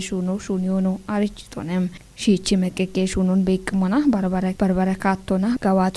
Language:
Kafa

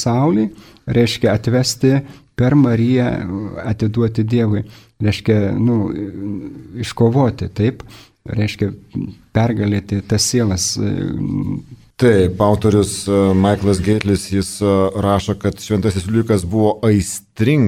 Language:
Lithuanian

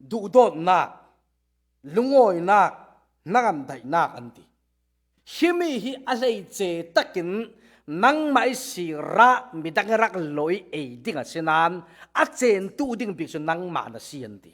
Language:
Falam Chin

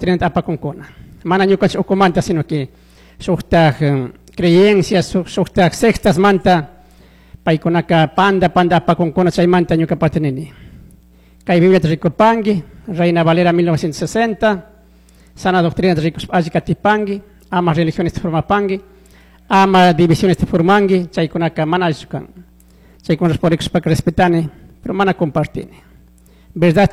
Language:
Chimborazo Highland Quichua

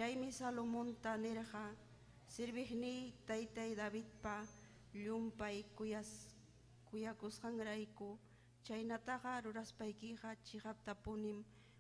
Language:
Ayacucho Quechua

